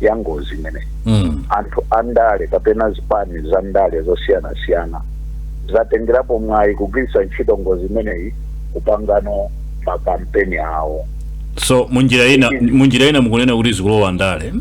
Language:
Nyanja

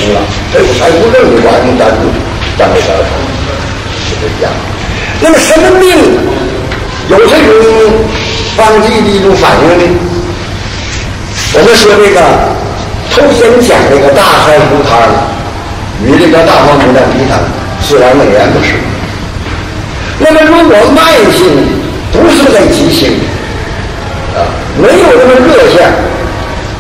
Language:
Chinese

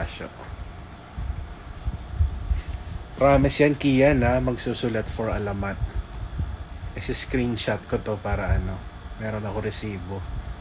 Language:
Filipino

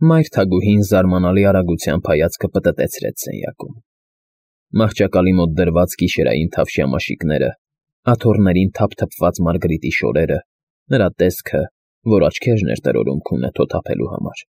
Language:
Armenian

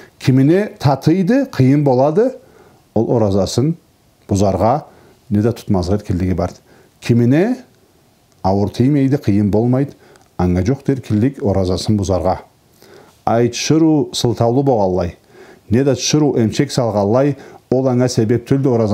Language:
Karachay-Balkar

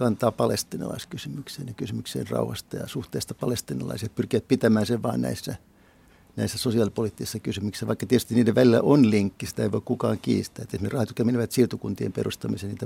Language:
Finnish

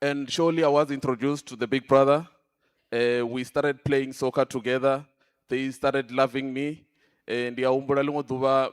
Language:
Venda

